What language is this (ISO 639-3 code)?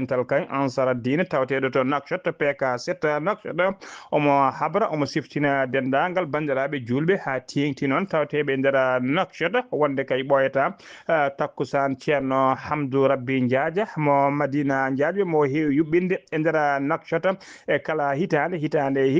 ful